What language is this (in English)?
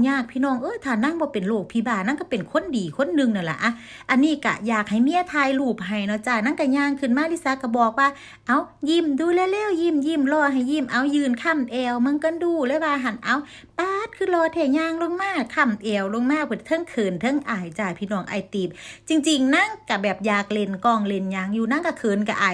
Lao